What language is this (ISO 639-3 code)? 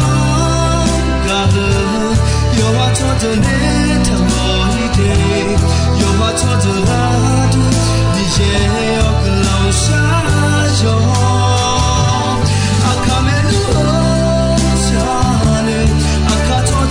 ahk